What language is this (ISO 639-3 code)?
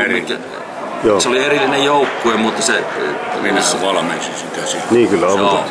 fin